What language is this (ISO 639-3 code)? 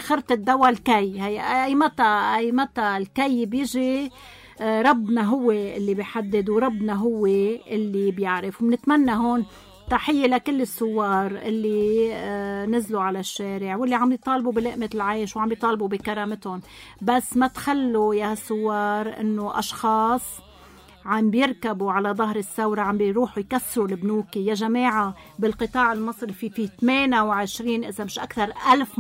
apc